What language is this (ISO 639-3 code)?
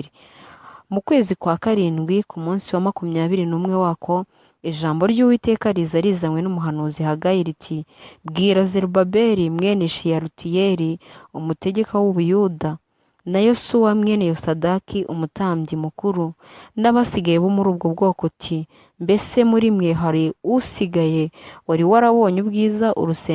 kin